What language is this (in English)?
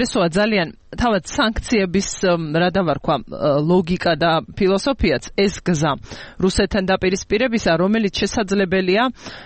Georgian